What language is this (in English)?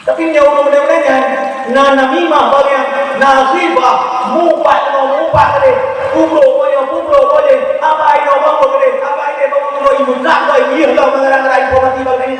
Achinese